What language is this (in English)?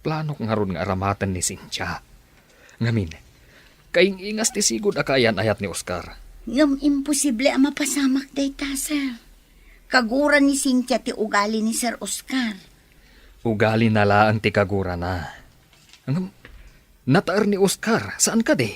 Iloko